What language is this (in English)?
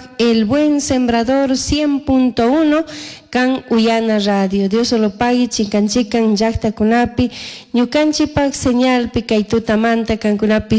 Chimborazo Highland Quichua